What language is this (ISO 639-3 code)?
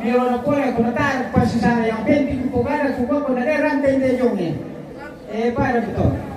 sda